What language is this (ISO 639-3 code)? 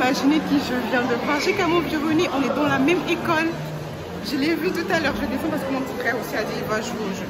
fra